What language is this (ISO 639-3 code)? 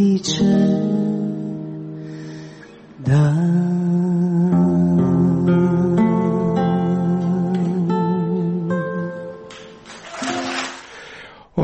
hrv